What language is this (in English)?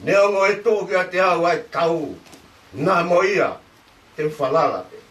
Tongan